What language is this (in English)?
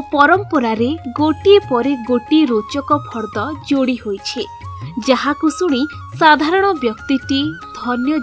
Odia